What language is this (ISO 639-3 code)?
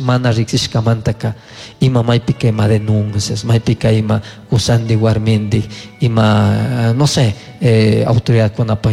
qug